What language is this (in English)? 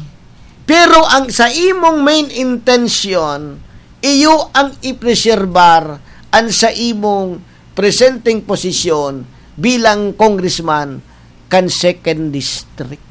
Bikol